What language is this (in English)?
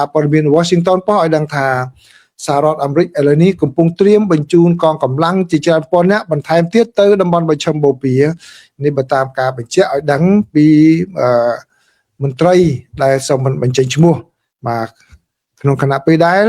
Khmer